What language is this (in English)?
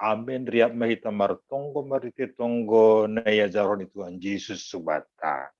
Batak Simalungun